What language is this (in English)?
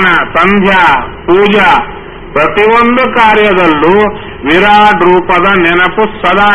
Kannada